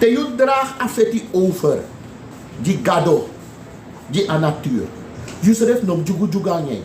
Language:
Sranan Tongo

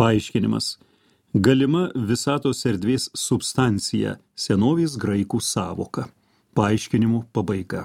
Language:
Lithuanian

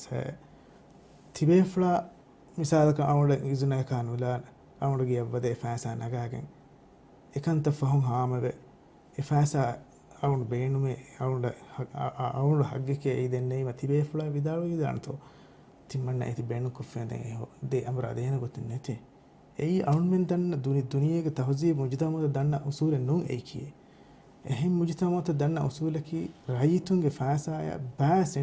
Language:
Divehi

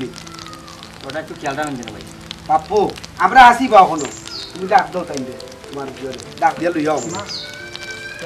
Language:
Sylheti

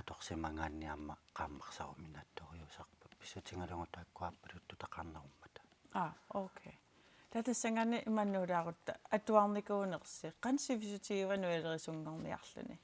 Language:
Kalaallisut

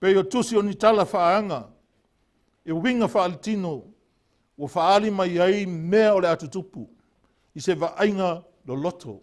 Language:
Samoan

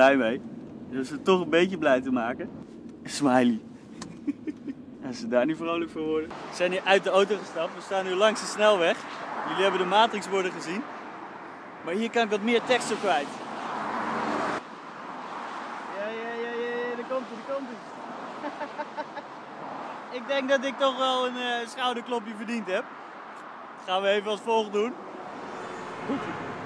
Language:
Dutch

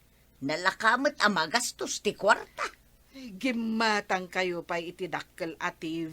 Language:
Iloko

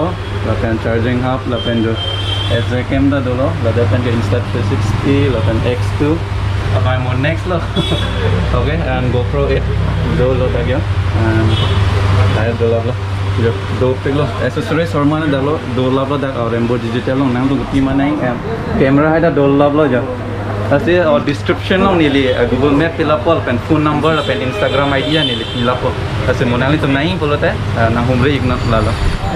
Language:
Karbi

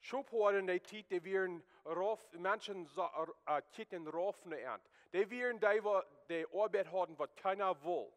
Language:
Plautdietsch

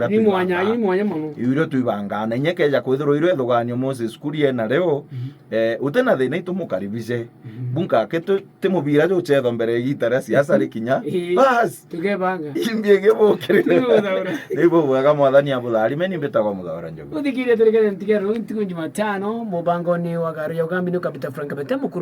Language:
Meru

